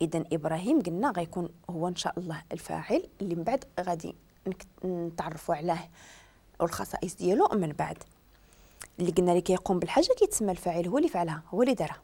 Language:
Moroccan Arabic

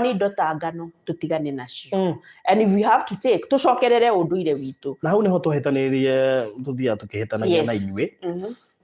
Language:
Kikuyu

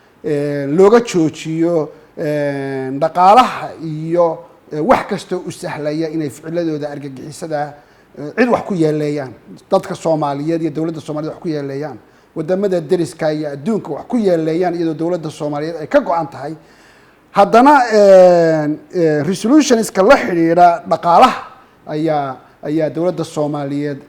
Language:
Somali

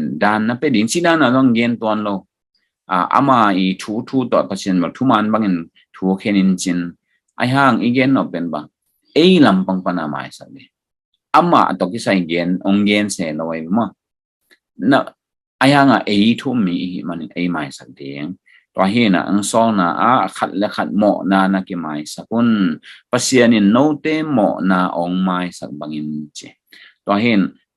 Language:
Tedim Chin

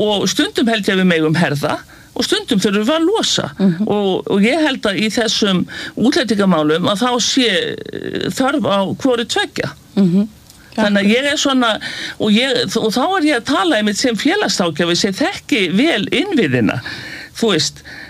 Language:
Icelandic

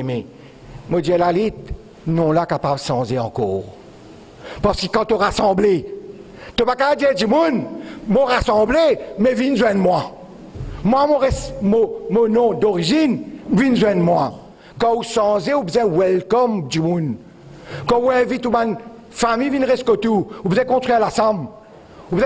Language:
Morisyen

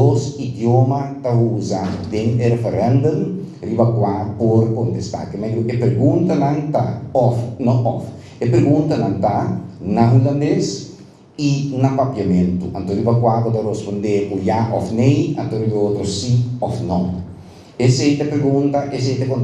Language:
Papiamento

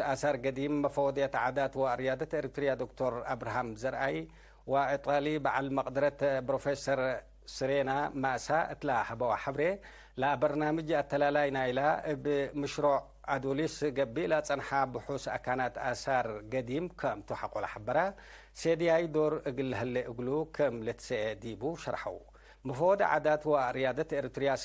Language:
Tigre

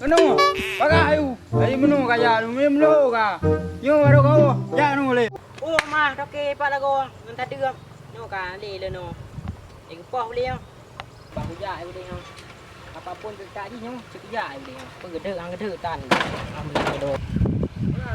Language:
Achinese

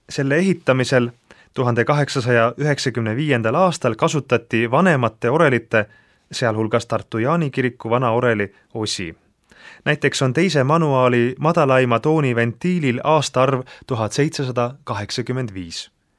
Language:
Estonian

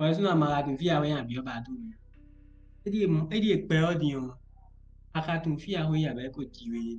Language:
Fon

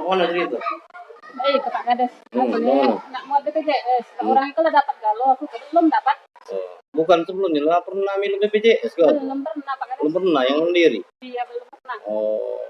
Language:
Musi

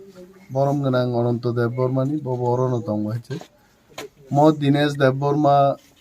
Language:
Kok Borok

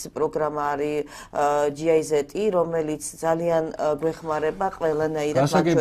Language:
Georgian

